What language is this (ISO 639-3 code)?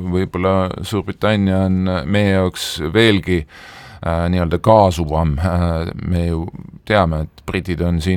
est